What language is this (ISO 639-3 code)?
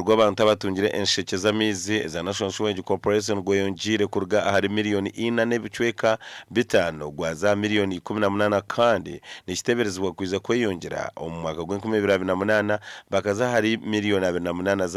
nyn